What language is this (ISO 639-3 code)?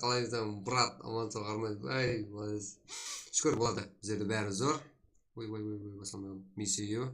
kaa